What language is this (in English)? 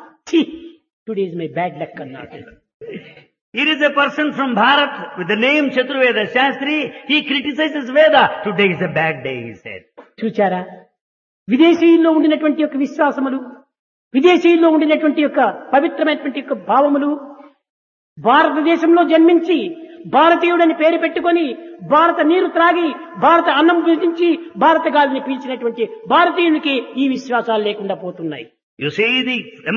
Telugu